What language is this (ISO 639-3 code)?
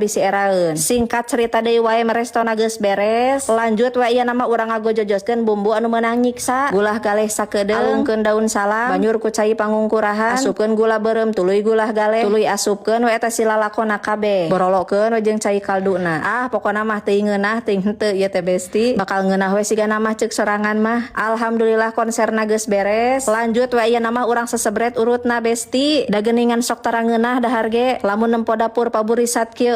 sun